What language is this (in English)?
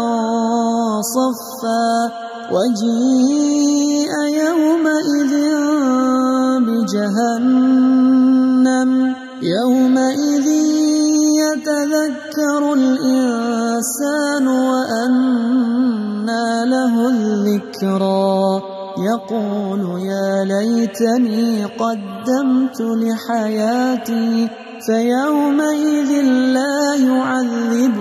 Arabic